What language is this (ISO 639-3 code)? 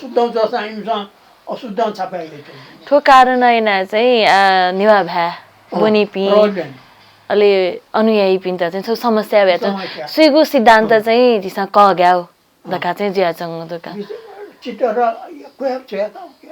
new